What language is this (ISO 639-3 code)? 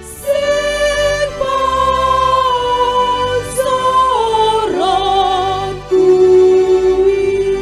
bts